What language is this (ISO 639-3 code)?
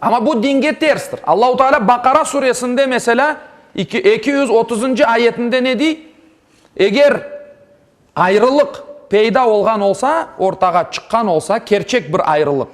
crh